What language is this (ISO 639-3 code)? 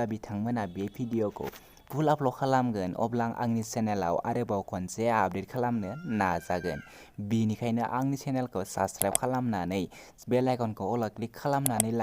brx